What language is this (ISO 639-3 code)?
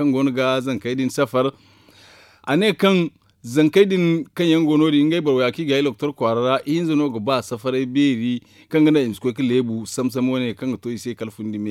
dje